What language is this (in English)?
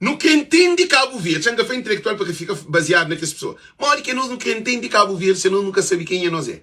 Kabuverdianu